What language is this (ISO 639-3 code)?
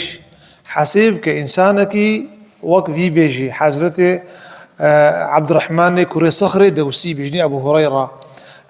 kur